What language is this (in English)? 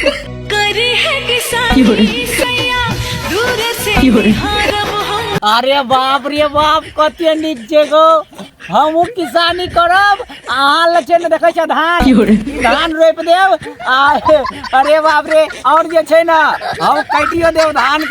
Maithili